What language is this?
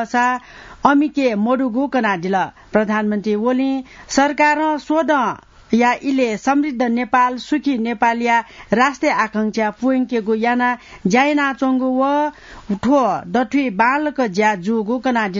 Newari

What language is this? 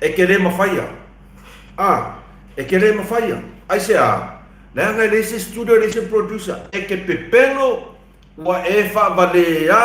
Samoan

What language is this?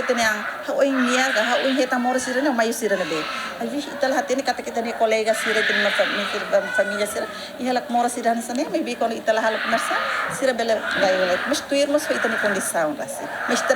Tetum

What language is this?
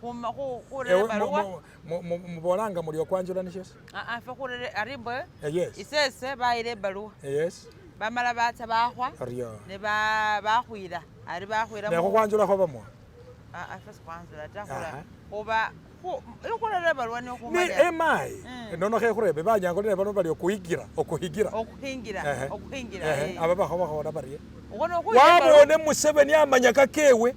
Masaaba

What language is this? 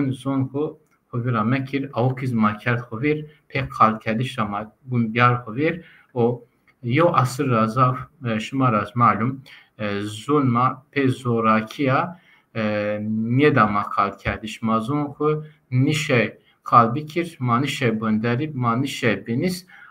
Zaza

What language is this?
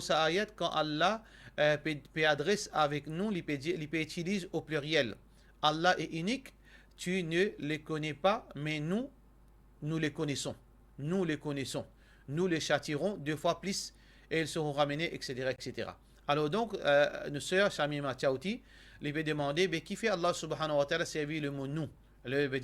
Morisyen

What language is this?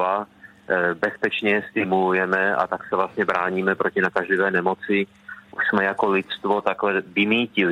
Czech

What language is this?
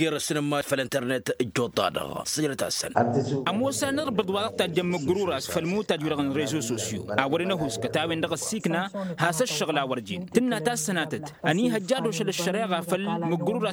Tamasheq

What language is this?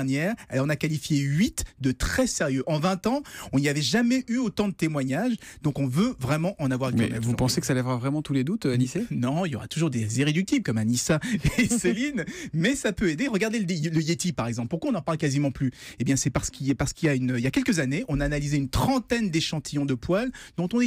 French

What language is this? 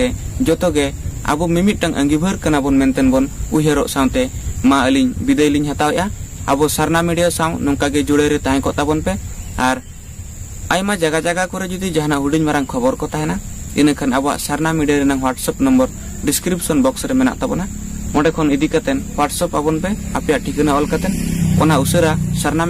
Santali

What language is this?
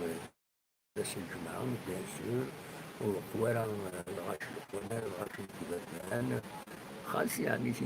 Kabyle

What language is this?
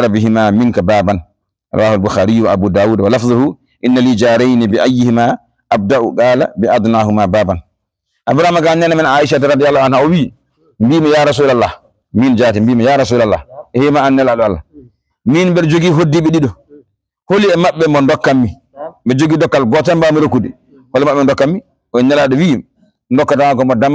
Fula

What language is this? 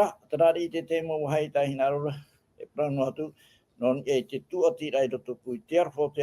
Tahitian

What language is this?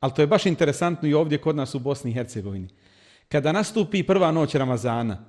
Bosnian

